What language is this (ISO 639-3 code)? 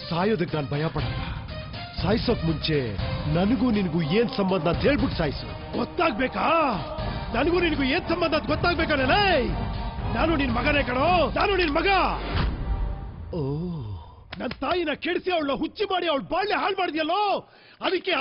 kan